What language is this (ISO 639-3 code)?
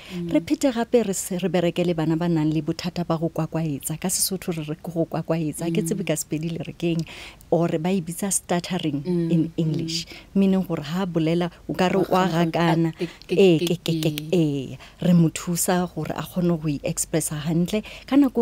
nso